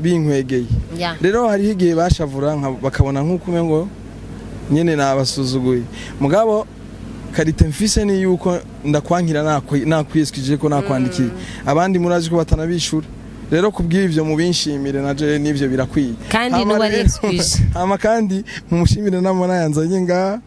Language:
Rundi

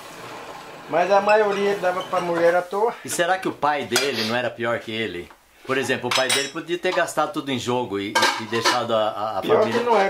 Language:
Portuguese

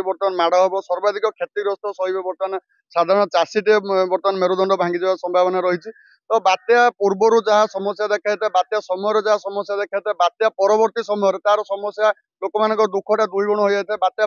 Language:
Odia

